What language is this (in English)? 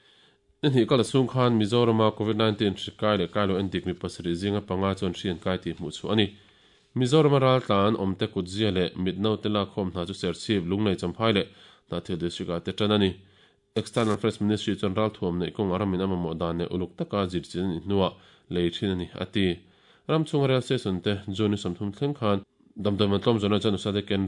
Mizo